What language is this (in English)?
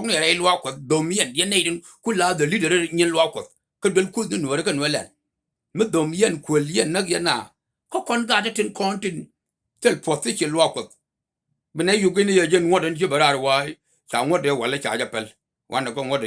Nuer